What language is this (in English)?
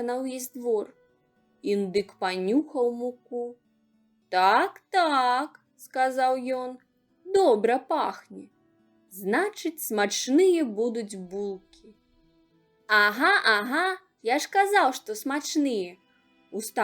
Belarusian